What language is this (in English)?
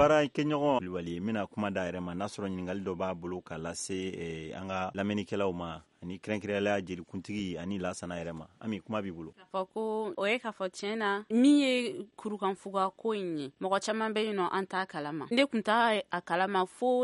Bambara